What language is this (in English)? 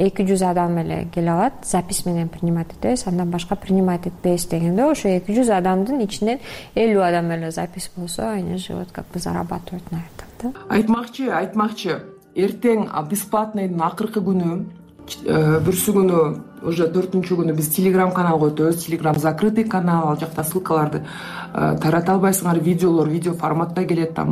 Kyrgyz